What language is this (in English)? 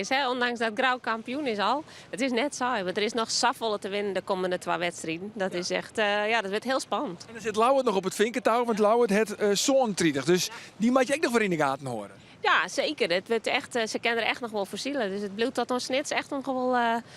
Western Frisian